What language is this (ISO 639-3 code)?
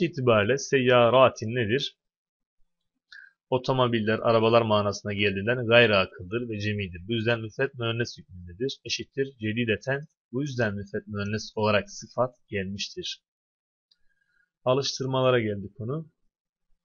tur